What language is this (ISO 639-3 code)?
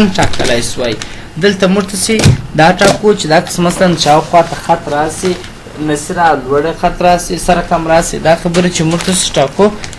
pus